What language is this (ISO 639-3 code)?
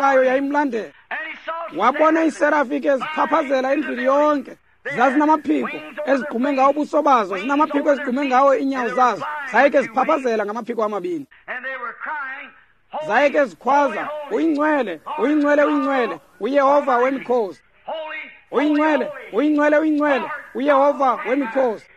xho